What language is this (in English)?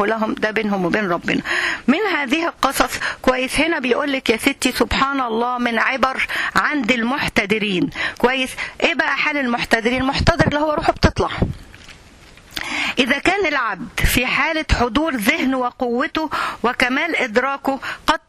Egyptian Arabic